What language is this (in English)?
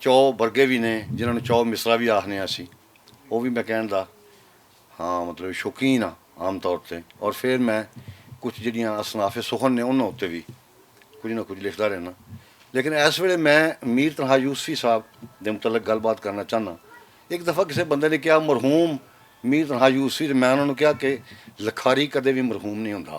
Western Panjabi